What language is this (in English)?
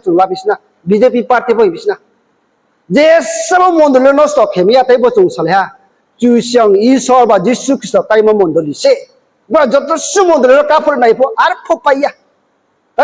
Riang (India)